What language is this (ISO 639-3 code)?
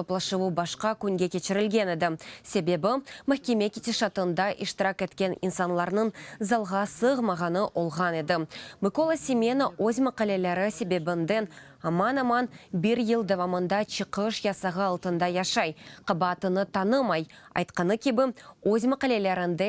crh